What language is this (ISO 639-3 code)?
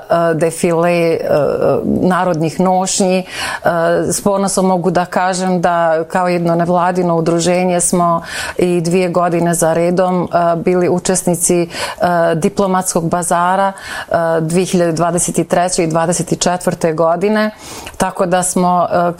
bos